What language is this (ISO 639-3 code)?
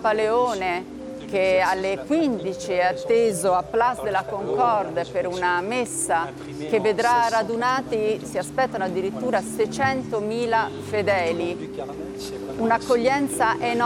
ita